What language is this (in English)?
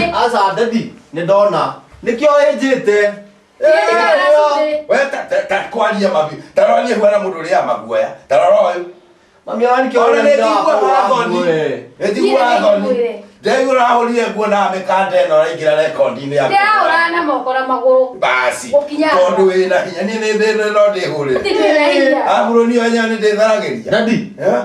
Kikuyu